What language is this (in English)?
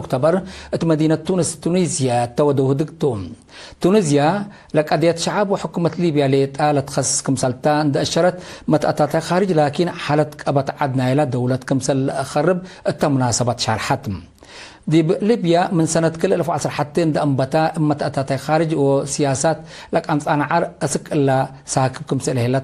Tigre